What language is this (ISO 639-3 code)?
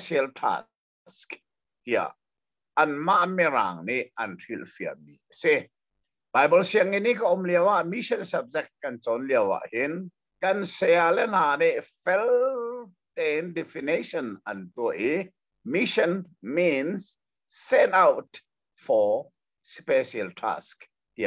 cnh